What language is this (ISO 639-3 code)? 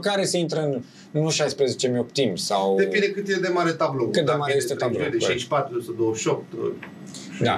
ron